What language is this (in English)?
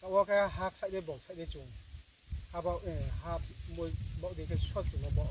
Riang (India)